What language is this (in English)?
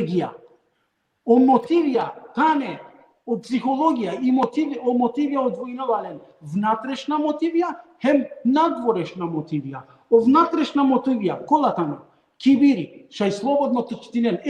Balkan Romani